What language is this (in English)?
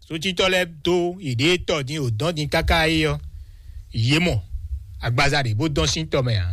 Fon